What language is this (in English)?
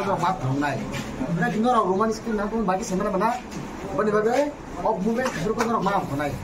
Kok Borok